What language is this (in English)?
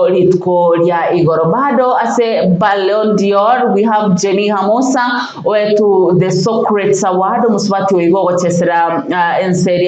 Gusii